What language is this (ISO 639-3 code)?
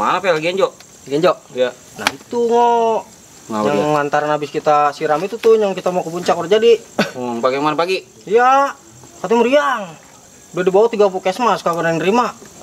bew